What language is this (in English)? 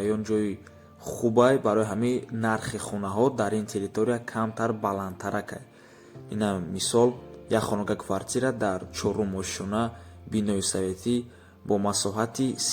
Tajik